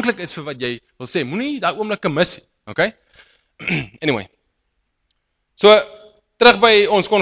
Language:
Afrikaans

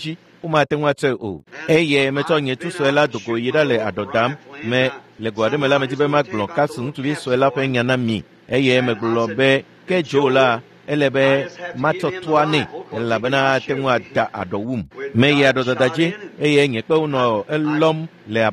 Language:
Ewe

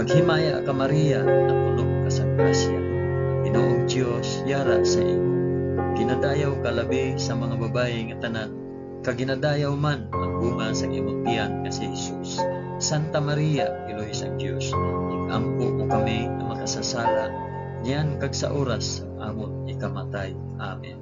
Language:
Hiligaynon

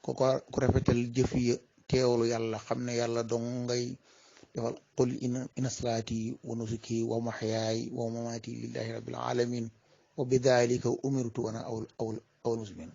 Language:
Wolof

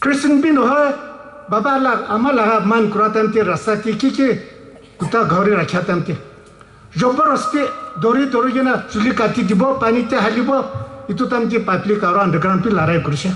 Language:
Naga Pidgin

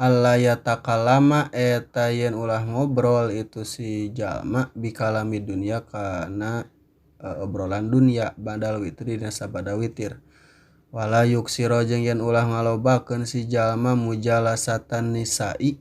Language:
Sundanese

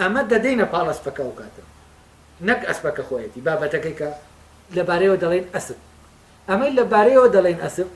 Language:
Central Kurdish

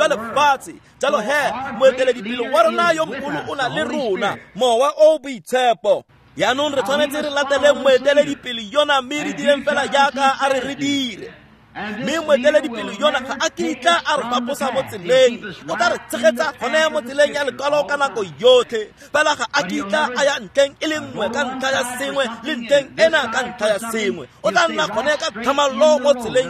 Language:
Tswana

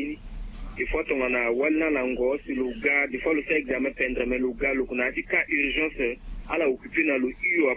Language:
Sango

